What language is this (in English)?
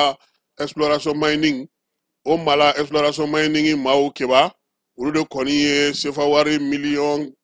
Bambara